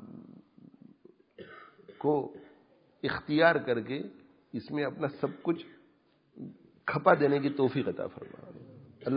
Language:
Urdu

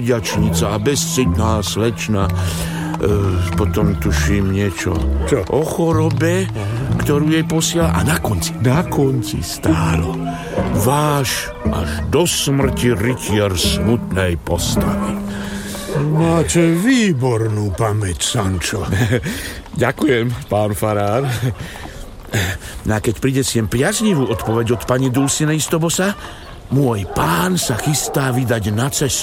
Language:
Slovak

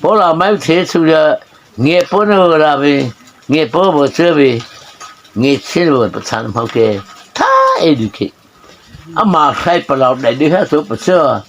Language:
Mara Chin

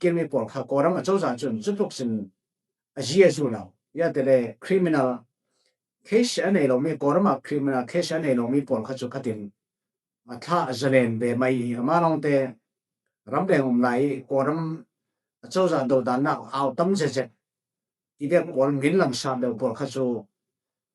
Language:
Falam Chin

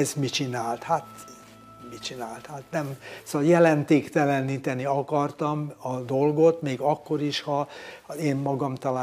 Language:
Hungarian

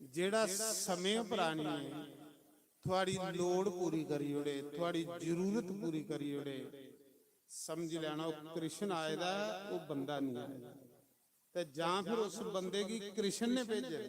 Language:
Dogri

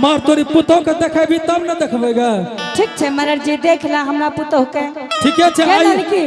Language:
Angika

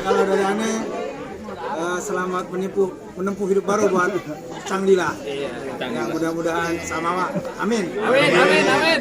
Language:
Betawi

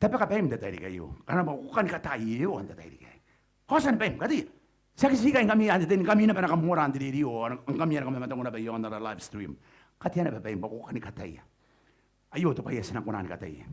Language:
Gilbertese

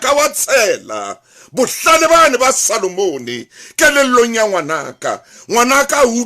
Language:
Southern Sotho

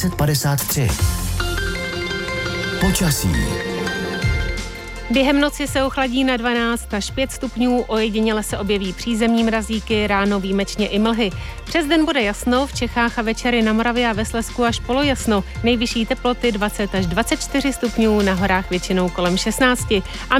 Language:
Czech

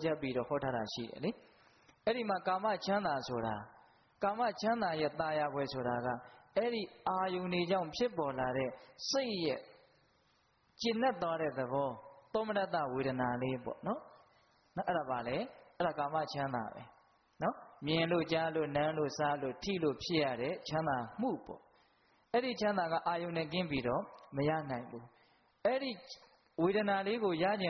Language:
Burmese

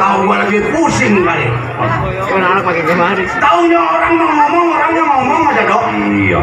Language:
Betawi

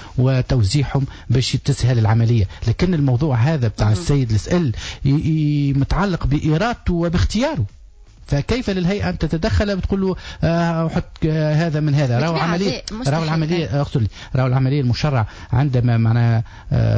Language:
Tunisian Arabic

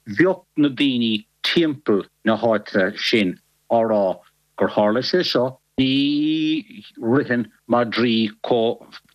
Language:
Irish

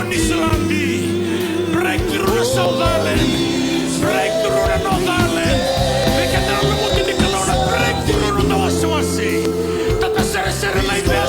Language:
Fijian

